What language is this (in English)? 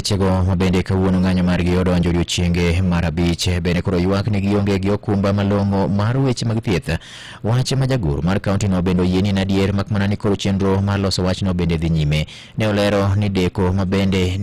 Luo (Kenya and Tanzania)